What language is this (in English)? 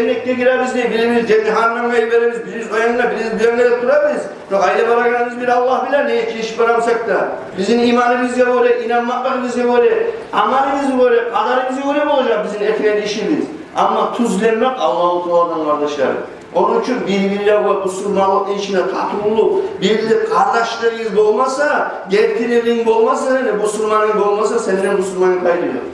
Kumyk